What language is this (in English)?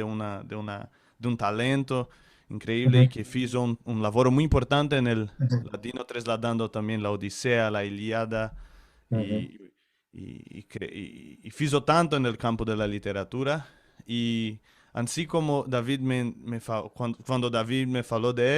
Ladino